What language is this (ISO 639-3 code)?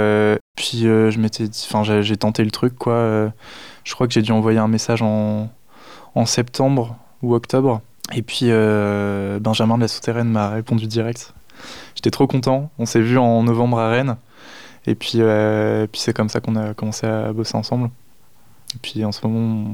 fra